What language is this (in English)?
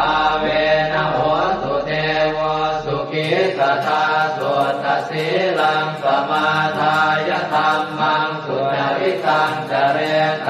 Pali